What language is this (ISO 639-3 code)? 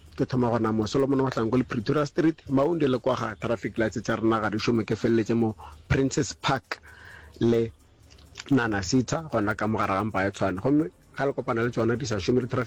nso